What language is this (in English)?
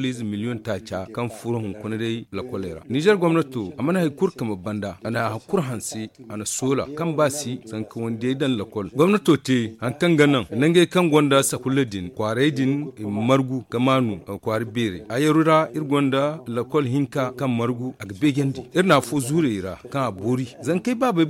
Zarma